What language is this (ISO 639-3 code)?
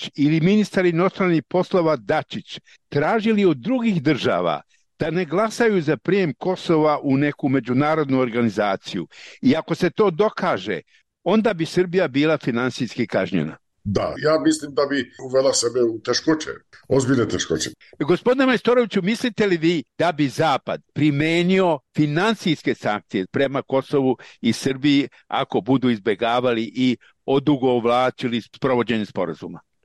srp